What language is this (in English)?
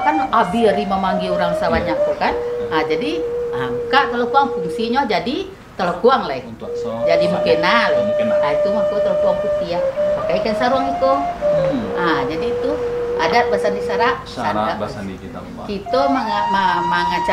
Minangkabau